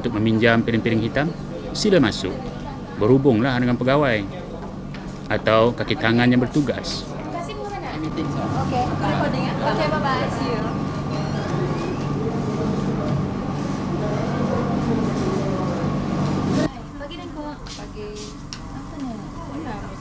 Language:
Malay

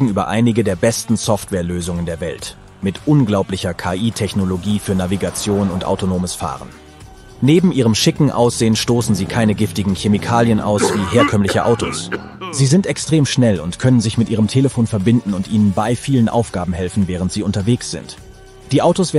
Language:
German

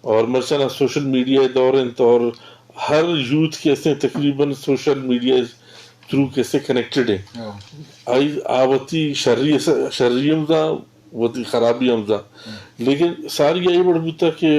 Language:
Eastern Balochi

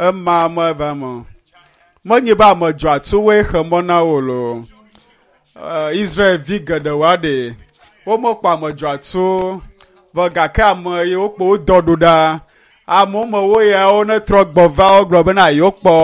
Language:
Ewe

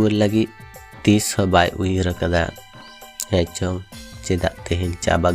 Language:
Santali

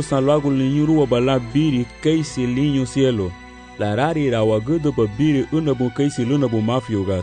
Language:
Garifuna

